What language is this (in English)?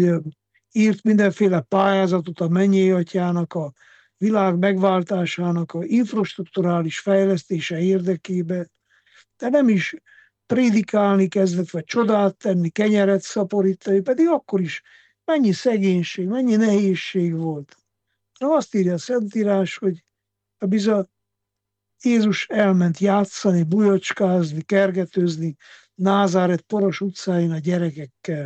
Hungarian